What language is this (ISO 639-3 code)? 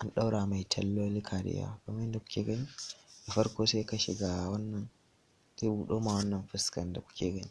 hau